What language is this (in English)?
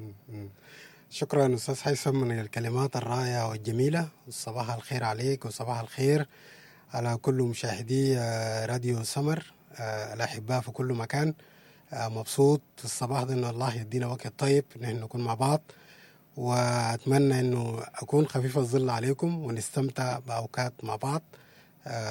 Sudanese Arabic